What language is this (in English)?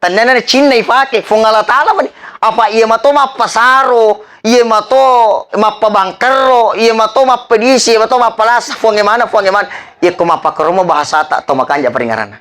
Buginese